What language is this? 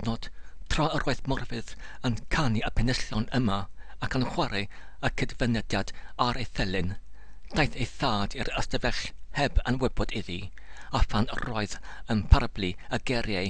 Welsh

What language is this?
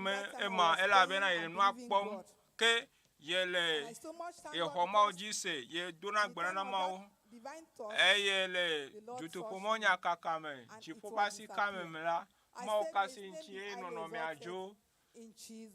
Ewe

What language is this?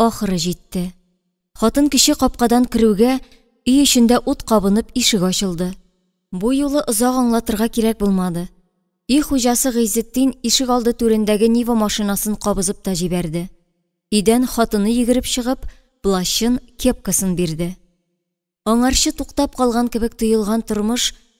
Tatar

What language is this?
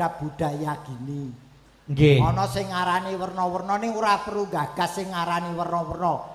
Javanese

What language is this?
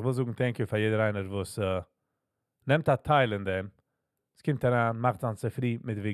Yiddish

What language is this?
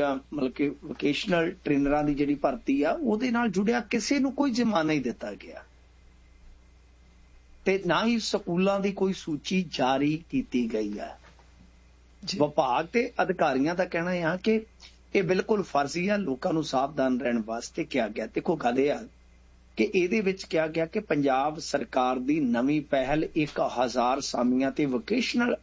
Punjabi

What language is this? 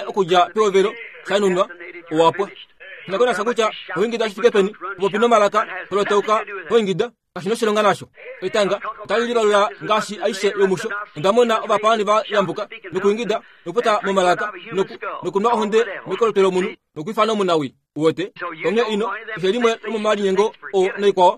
Kuanyama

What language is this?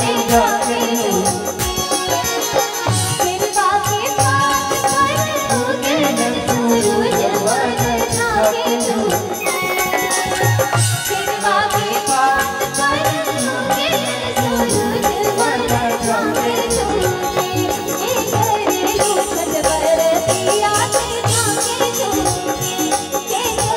Bhojpuri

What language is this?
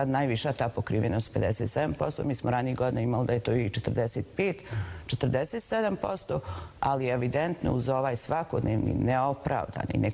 Bosnian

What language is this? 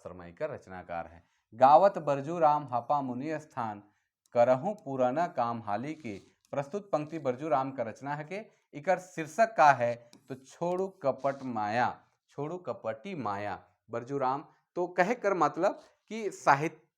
Sadri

